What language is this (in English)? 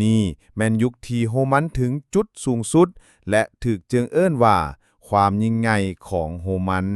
Lao